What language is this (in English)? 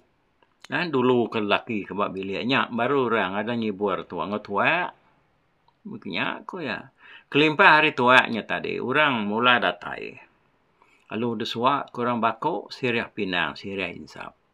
Iban